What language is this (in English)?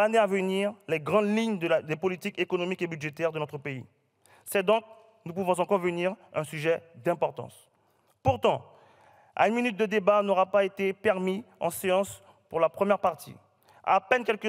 French